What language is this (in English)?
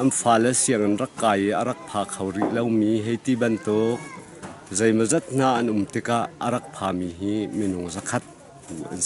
Hakha Chin